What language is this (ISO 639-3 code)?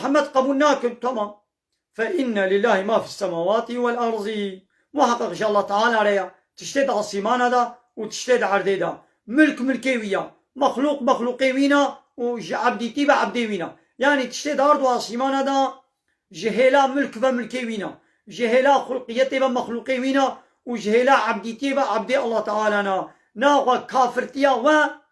kur